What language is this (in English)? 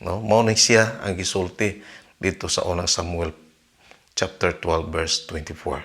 Cebuano